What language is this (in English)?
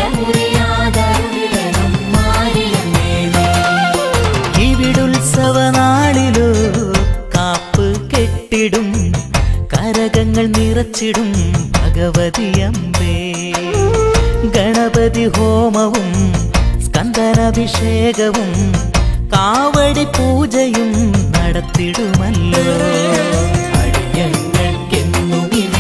Malayalam